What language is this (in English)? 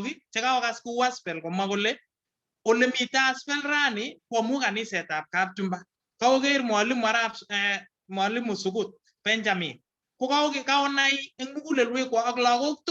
Kalenjin